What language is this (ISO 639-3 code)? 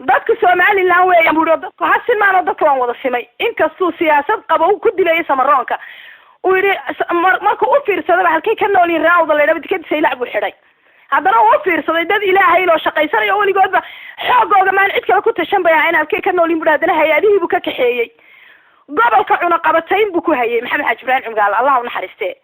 som